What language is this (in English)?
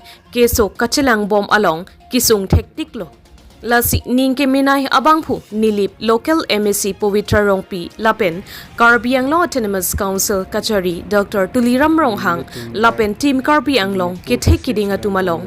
Karbi